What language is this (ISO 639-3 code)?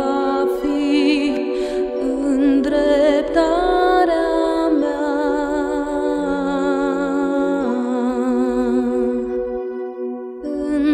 ron